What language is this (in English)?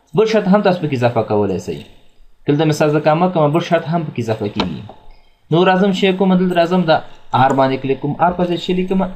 Pashto